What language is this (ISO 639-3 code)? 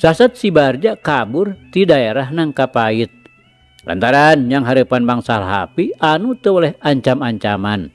sun